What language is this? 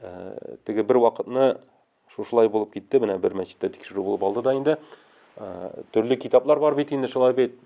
Tatar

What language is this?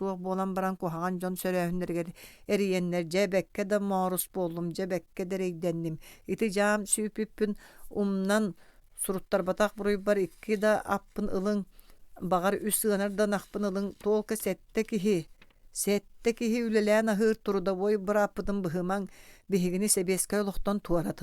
Yakut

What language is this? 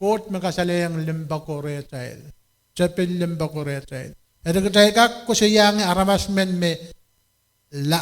Pohnpeian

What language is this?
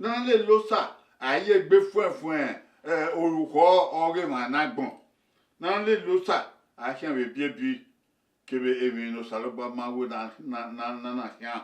Bini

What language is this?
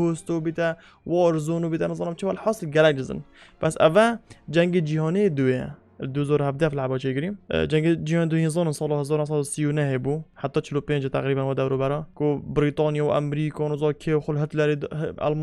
Kurdish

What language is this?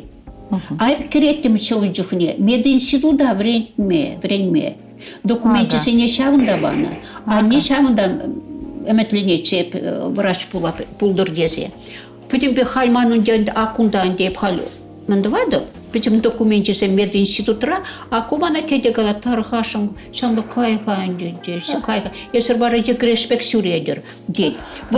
Chuvash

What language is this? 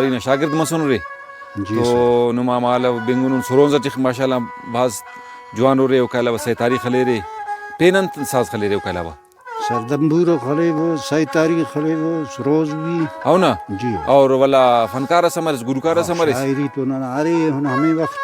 Brahui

